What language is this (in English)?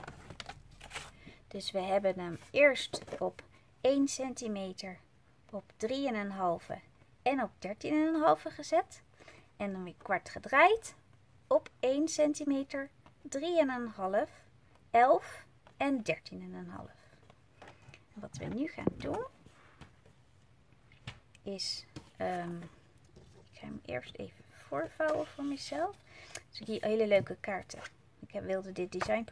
Dutch